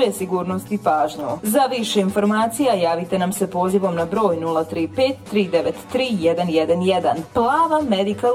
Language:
Bosnian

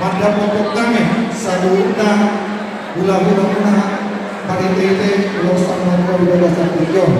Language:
Batak Toba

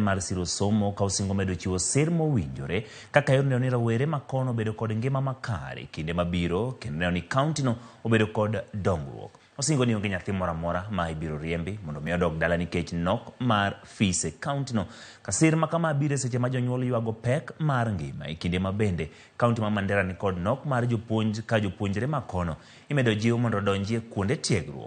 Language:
Luo (Kenya and Tanzania)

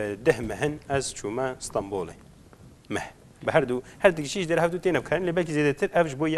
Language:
Kurdish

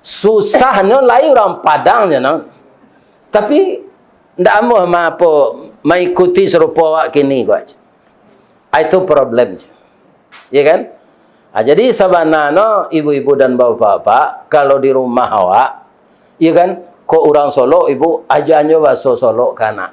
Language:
Minangkabau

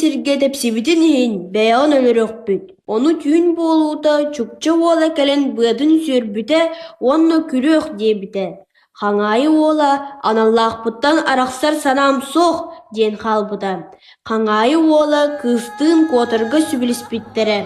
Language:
Yakut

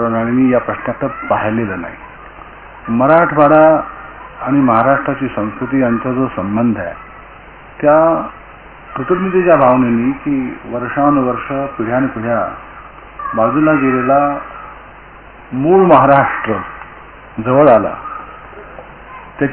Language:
Marathi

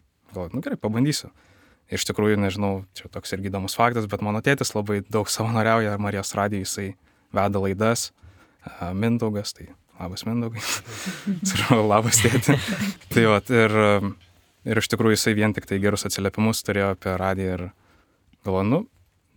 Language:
Lithuanian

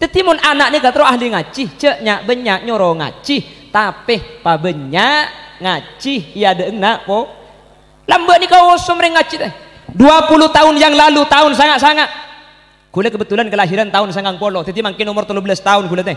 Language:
Madurese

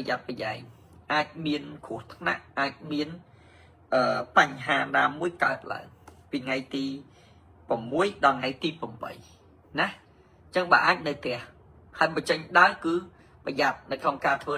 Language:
Khmer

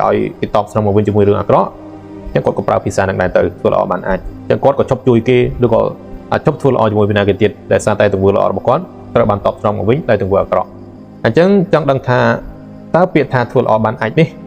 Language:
Khmer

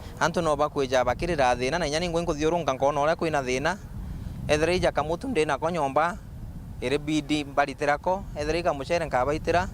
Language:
Meru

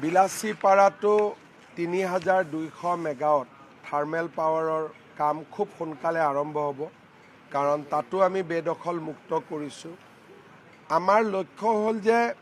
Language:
Assamese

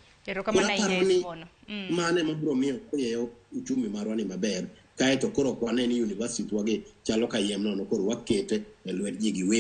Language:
Luo (Kenya and Tanzania)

